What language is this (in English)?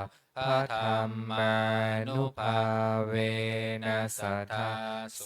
Pali